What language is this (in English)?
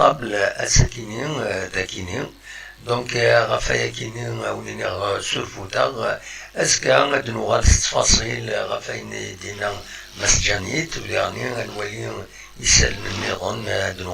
Kabyle